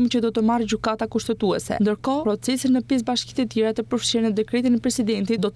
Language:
Albanian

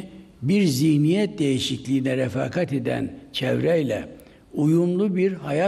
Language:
Turkish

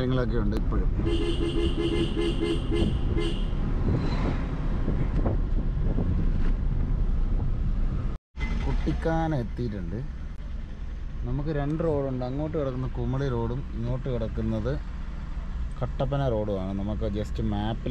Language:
Malayalam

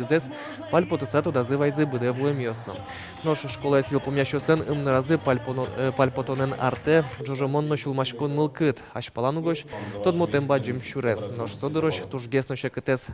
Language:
Udmurt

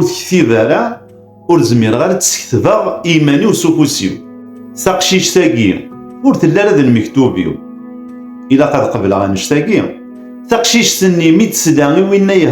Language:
Kabyle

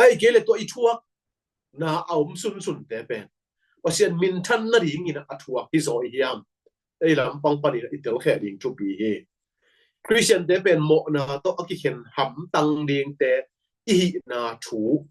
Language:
Tedim Chin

